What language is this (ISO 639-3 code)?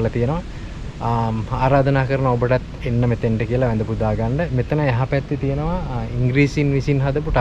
sin